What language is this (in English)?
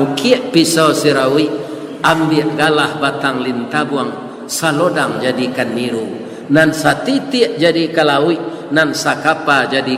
Minangkabau